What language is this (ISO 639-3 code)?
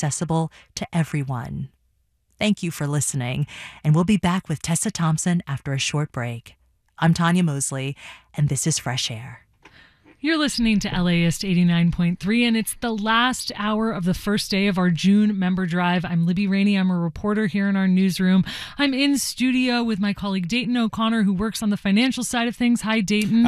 eng